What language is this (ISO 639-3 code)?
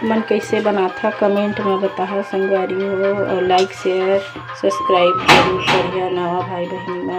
hne